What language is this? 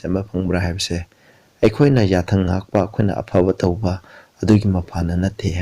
Manipuri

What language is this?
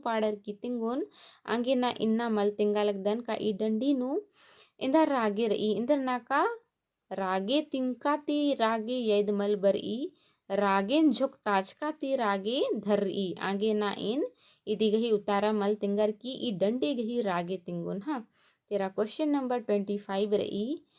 Kurukh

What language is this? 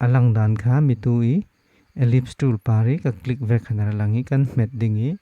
Falam Chin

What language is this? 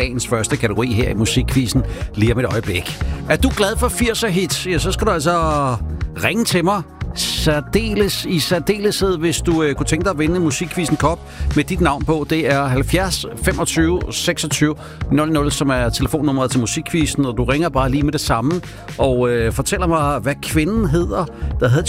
Danish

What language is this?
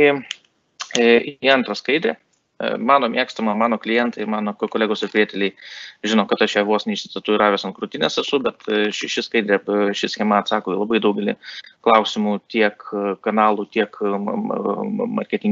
Lithuanian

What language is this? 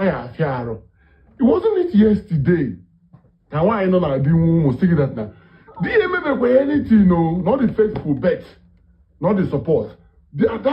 Igbo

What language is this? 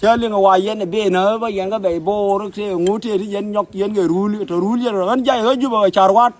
Nuer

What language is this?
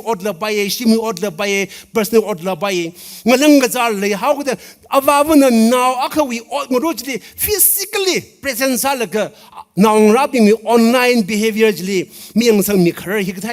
Tangkhul Naga (India)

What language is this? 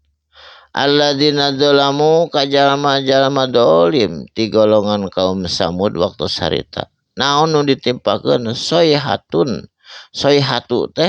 Sundanese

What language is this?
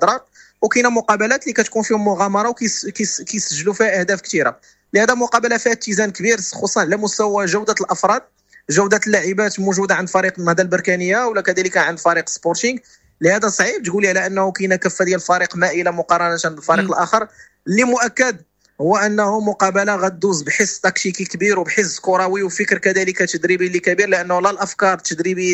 Moroccan Arabic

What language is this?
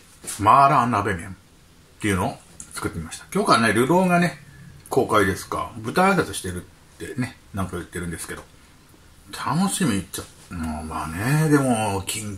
Japanese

